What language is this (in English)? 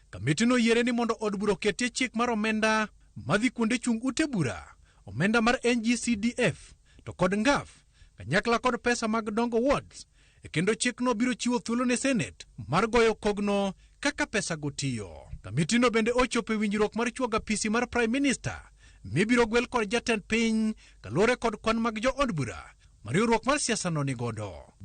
Luo (Kenya and Tanzania)